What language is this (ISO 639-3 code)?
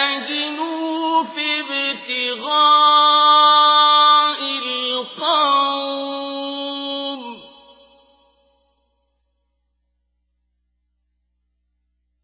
ara